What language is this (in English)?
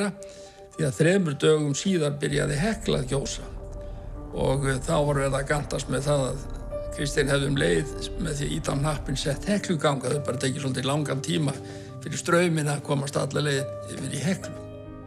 Icelandic